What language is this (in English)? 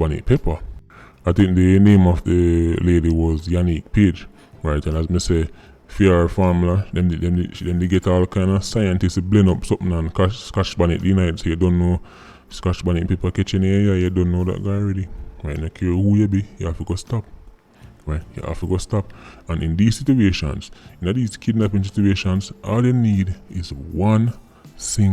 Jamaican Creole English